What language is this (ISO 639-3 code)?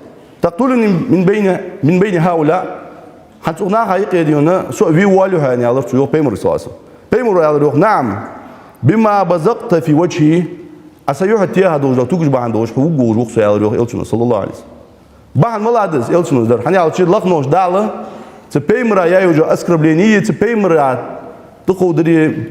inh